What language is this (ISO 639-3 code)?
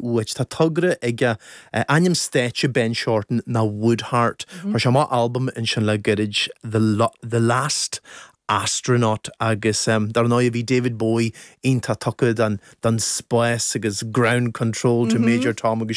gle